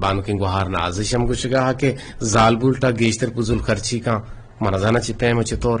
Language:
Eastern Balochi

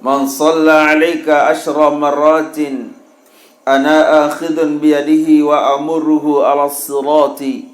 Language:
Sasak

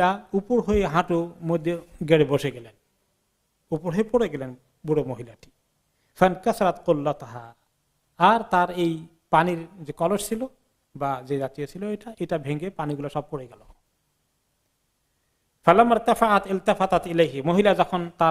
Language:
Bangla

